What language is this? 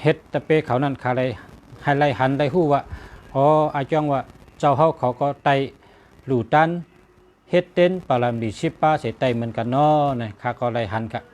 Shan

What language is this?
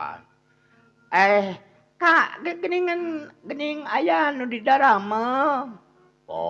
Sundanese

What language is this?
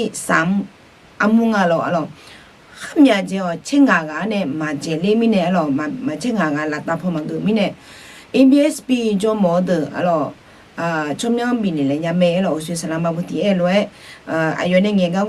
Akha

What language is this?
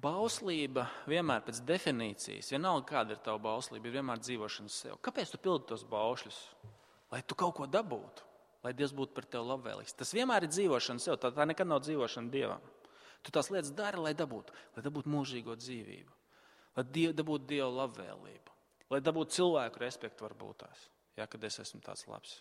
Latvian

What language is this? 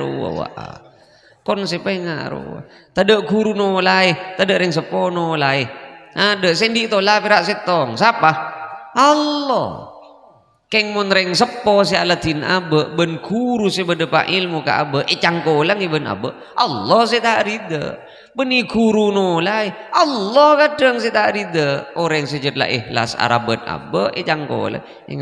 Madurese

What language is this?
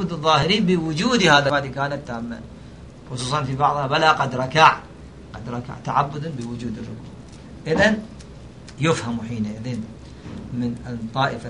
Arabic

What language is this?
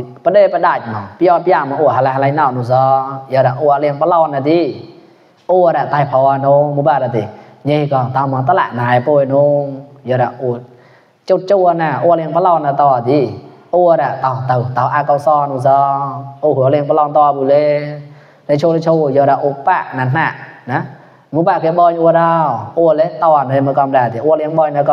Mon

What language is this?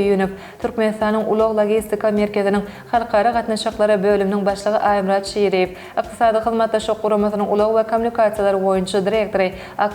Turkmen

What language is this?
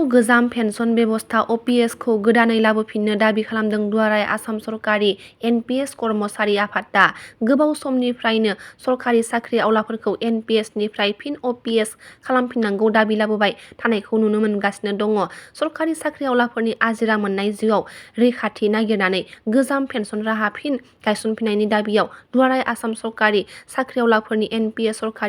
Bodo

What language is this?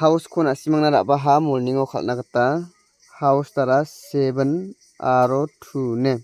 Garo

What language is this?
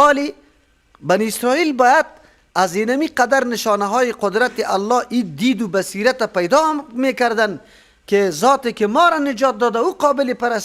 Persian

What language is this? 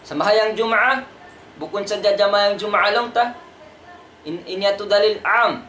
Tausug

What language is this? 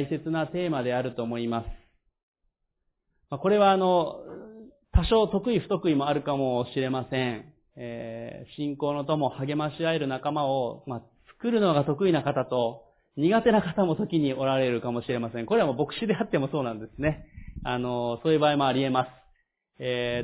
Japanese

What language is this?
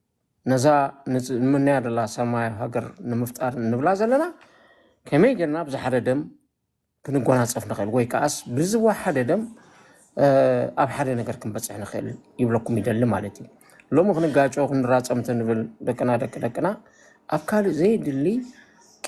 Tigrinya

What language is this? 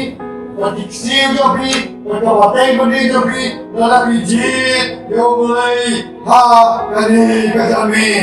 Khasi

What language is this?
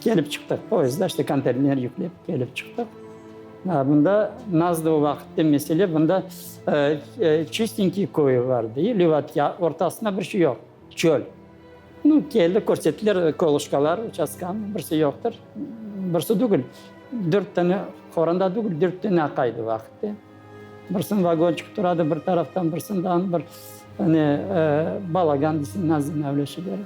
Crimean Tatar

